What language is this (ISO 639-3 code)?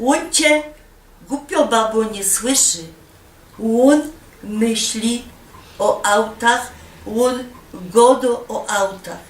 szl